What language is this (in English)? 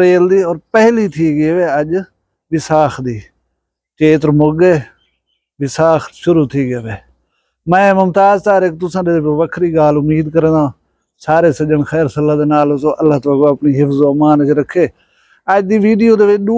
Saraiki